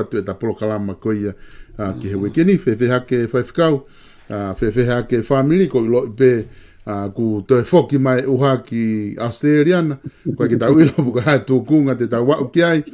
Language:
Tongan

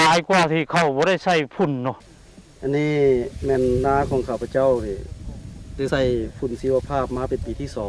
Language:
Lao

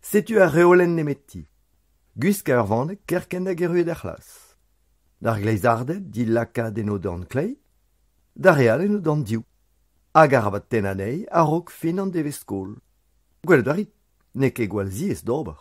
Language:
Breton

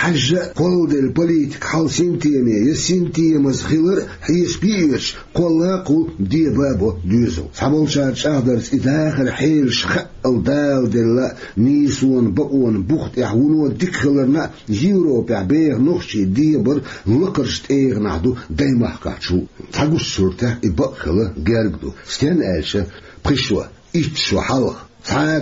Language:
Chechen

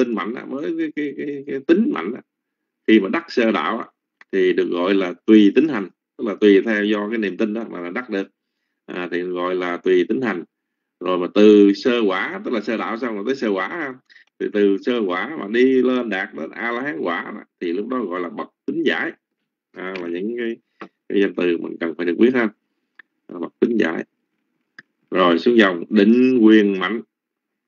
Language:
Vietnamese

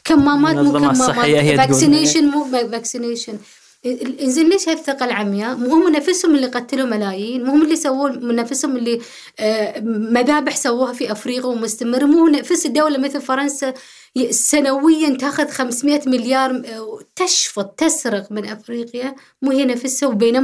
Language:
Gulf Arabic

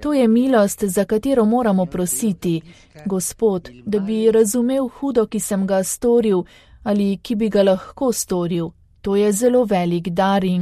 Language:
Slovenian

